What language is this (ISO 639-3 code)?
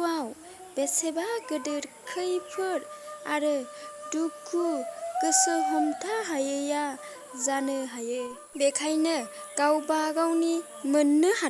brx